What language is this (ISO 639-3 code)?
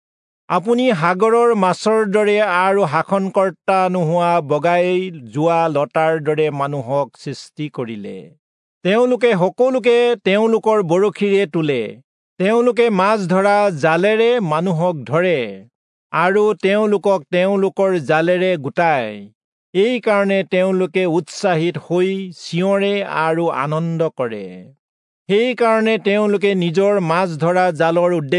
asm